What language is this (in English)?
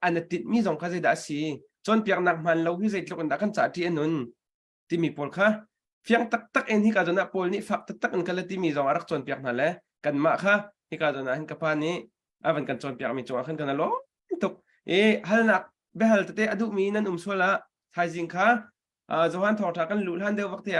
Hakha Chin